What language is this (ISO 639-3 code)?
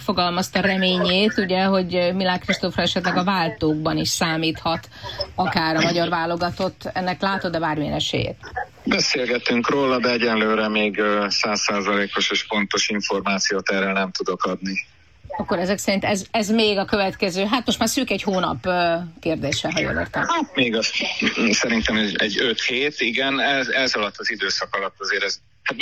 hun